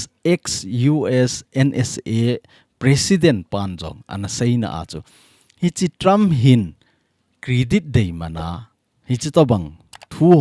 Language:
Thado Chin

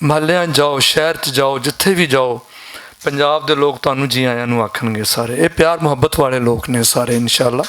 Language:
Western Panjabi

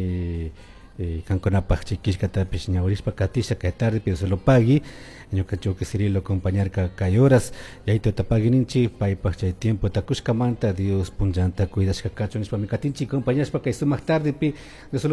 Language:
Chimborazo Highland Quichua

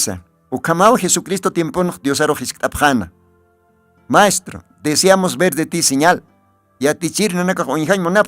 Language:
Aymara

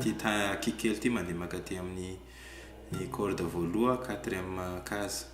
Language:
Malagasy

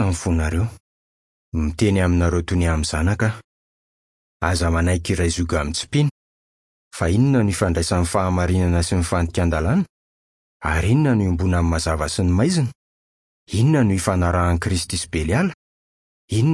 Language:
Malagasy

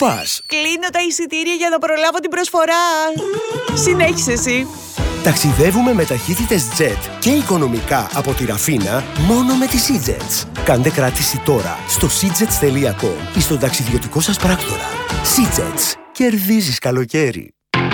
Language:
Greek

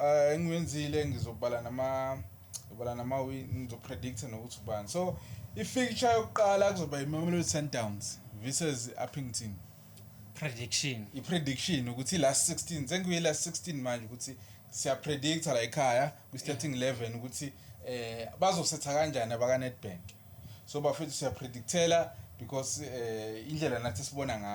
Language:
Zulu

